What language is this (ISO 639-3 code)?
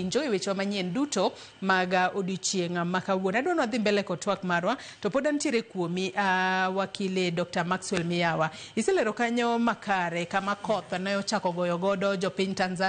luo